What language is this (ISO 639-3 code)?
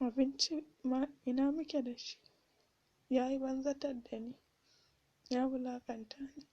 hau